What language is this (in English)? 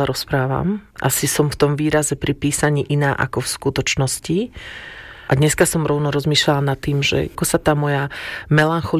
Slovak